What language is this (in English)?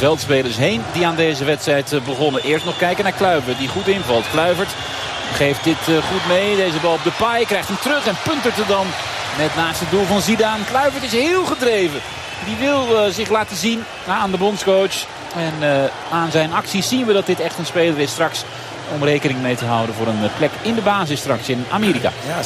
Dutch